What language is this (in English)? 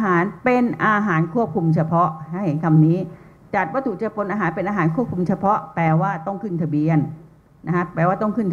Thai